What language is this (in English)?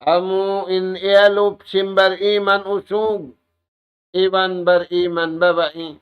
Tausug